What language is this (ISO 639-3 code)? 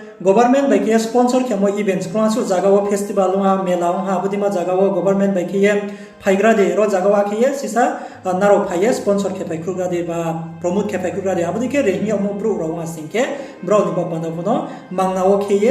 ria